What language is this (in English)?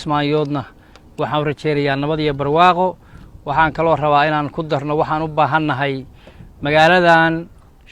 Somali